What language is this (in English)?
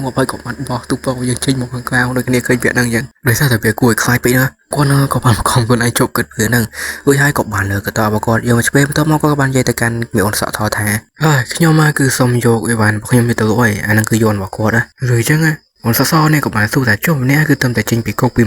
Khmer